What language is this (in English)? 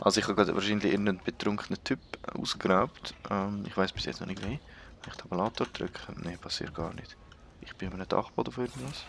Swiss German